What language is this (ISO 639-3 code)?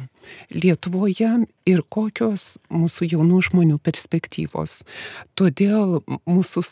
lit